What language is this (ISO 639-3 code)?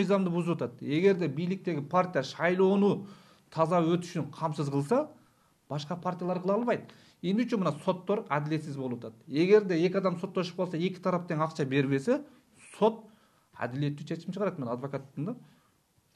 kir